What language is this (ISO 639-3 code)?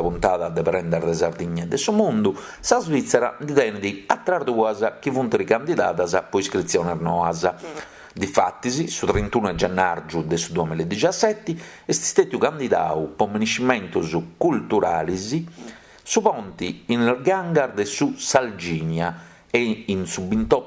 srd